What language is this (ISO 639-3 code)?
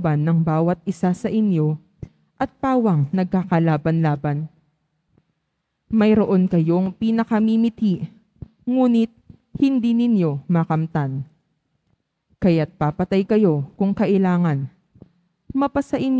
fil